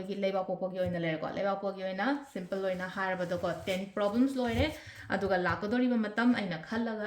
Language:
Manipuri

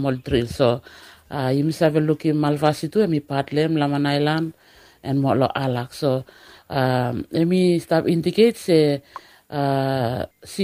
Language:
Bislama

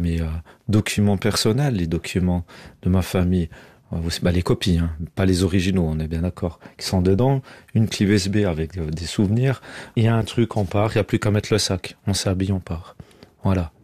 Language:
French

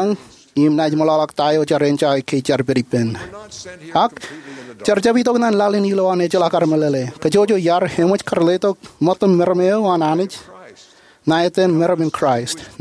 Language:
Marshallese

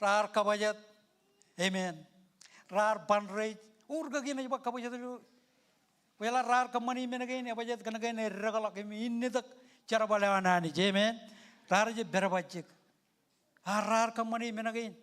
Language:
Marshallese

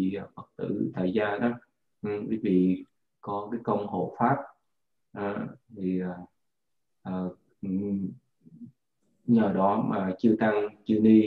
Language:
Vietnamese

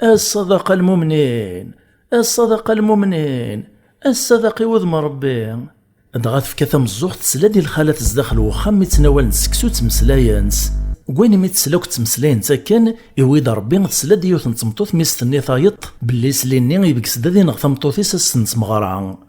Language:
Kabyle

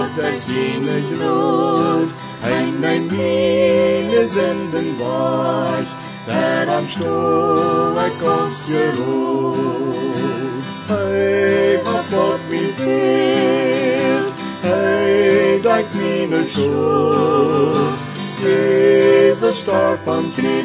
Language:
Plautdietsch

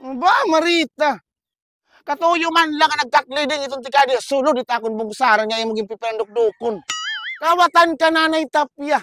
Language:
Waray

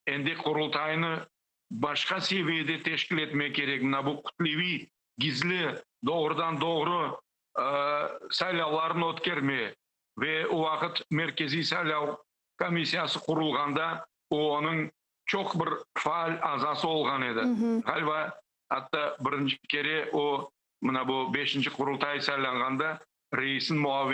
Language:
Crimean Tatar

